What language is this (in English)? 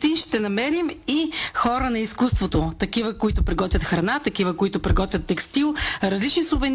Bulgarian